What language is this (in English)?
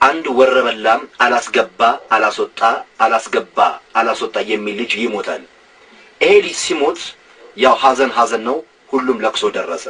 Amharic